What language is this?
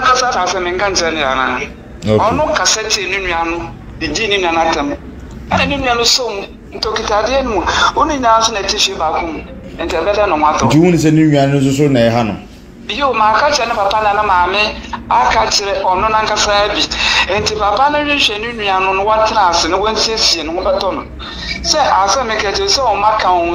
Akan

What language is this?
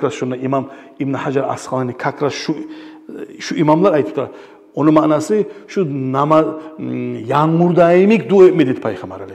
Kumyk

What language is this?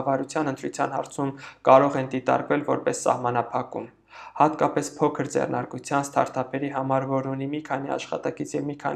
Armenian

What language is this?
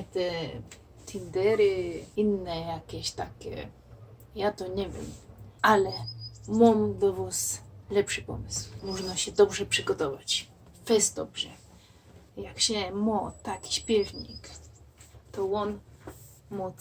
Silesian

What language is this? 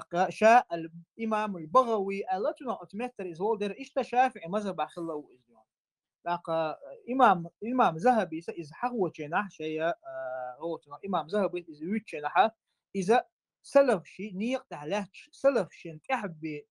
Chechen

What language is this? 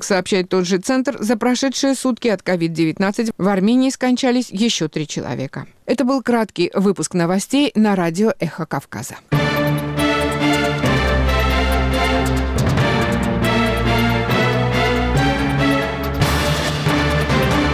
Russian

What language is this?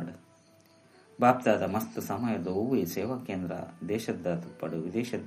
Tulu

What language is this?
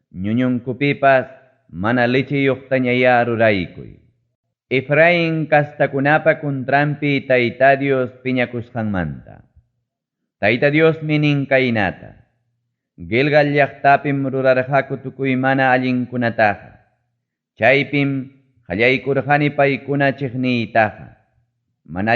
Ayacucho Quechua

